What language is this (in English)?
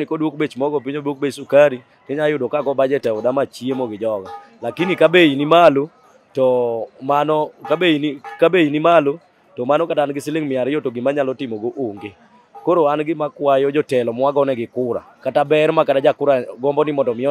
Luo (Kenya and Tanzania)